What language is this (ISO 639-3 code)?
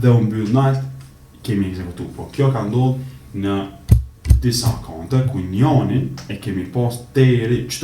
sqi